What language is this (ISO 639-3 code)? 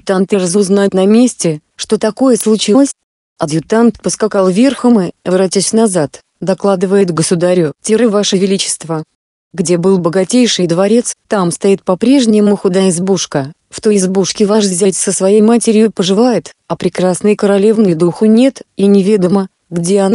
rus